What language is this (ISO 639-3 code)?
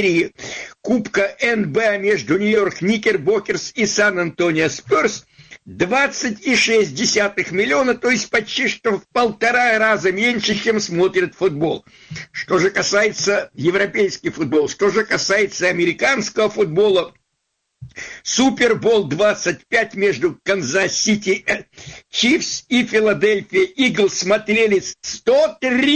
rus